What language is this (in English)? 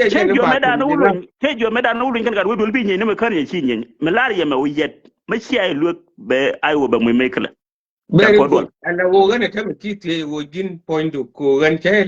Nuer